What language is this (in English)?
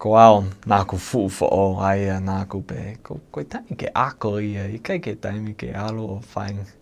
Tongan